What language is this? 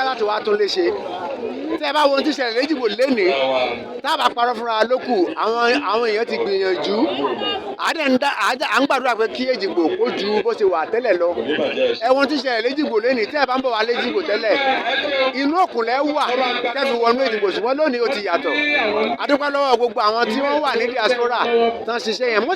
Yoruba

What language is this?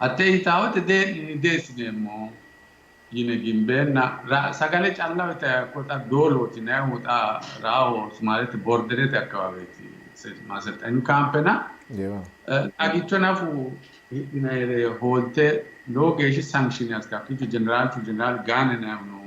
Sidamo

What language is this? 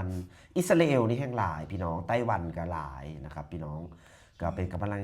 Lao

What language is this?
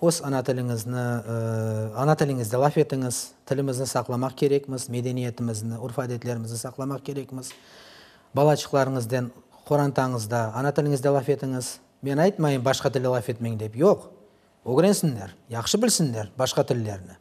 Crimean Tatar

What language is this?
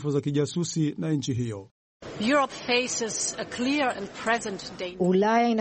Swahili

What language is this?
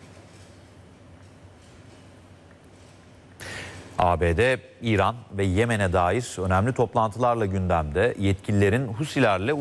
Turkish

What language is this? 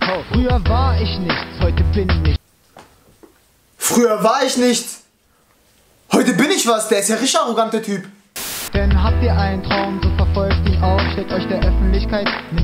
German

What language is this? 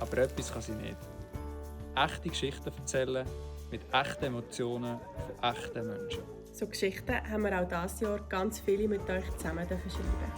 Swiss German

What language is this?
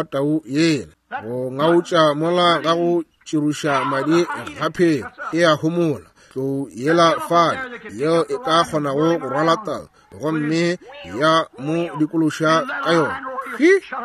Northern Sotho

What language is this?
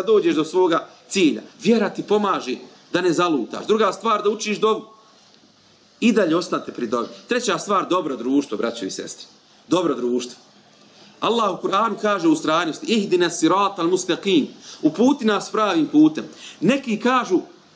Bosnian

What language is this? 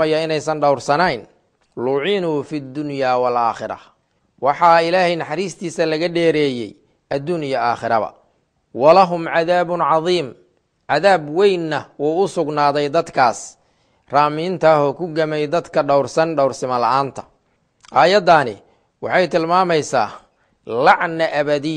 Somali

